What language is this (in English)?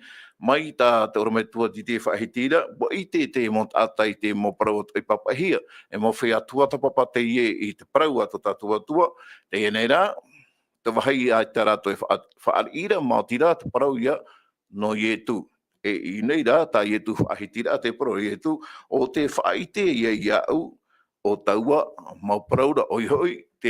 Tahitian